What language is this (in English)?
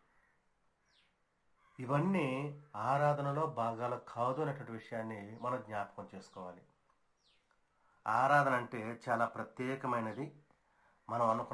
Telugu